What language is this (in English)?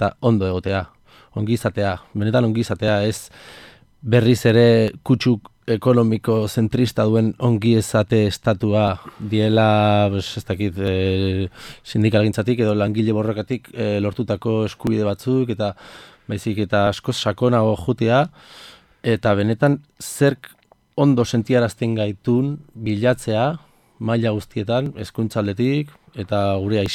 Basque